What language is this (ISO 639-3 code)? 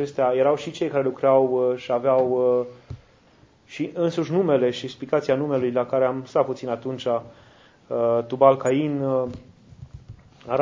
ron